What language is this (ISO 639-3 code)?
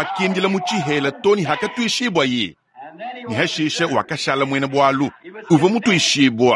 lua